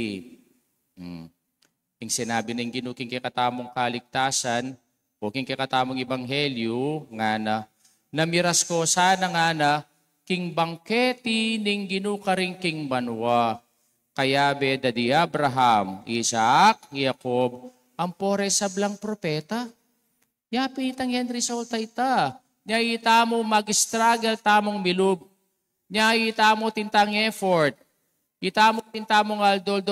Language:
Pampanga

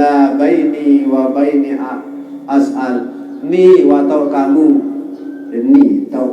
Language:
Sasak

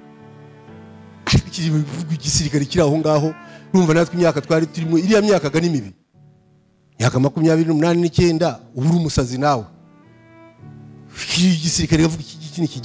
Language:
Kinyarwanda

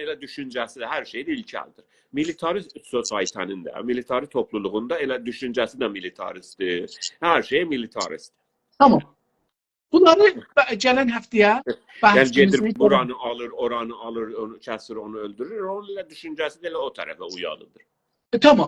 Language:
South Azerbaijani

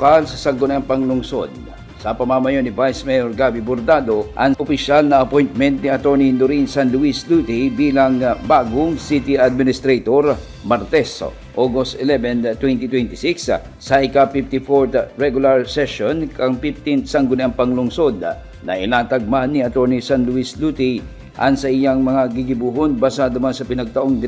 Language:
Bikol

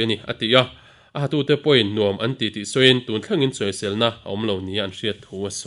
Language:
Mizo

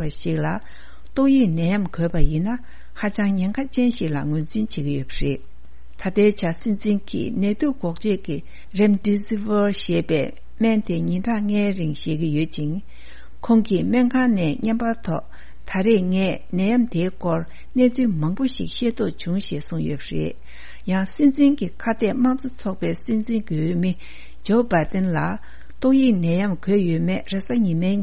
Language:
Tibetan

